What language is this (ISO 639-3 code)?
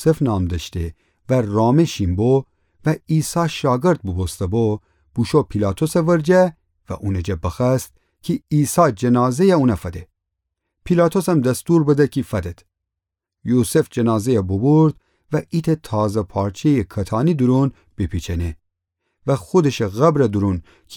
glk